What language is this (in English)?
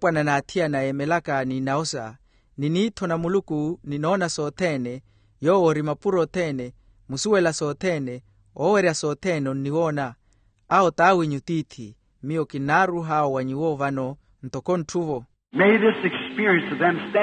Makhuwa